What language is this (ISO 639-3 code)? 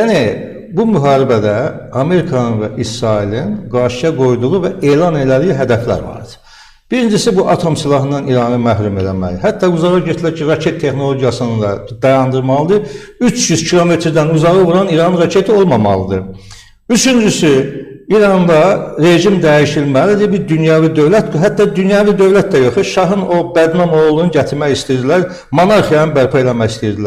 aze